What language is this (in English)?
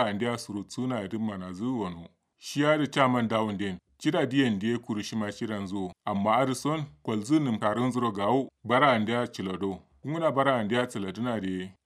Kanuri